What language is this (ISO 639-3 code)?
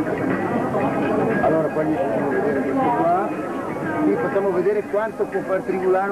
ita